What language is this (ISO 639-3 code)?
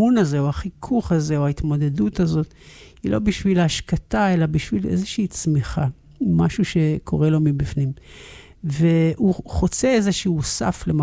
heb